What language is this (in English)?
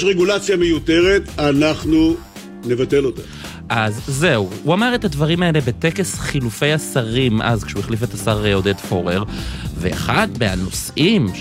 Hebrew